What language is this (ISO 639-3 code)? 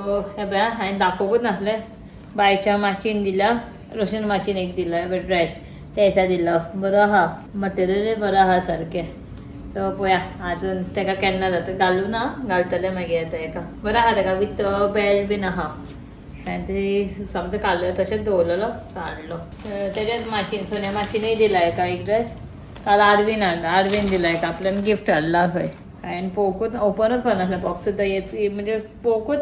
kok